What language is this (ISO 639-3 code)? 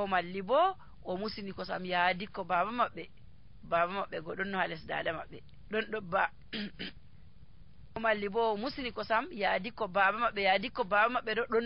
fuv